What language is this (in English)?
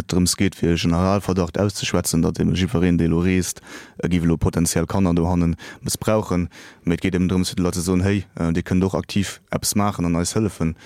Luxembourgish